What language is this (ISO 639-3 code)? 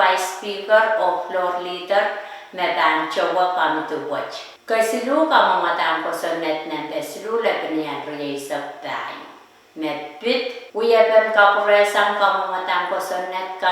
pon